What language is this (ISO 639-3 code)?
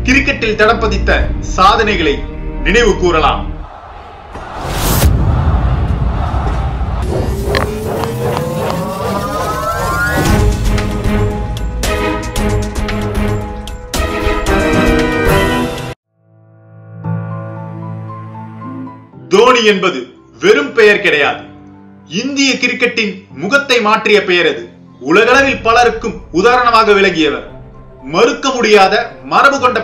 tam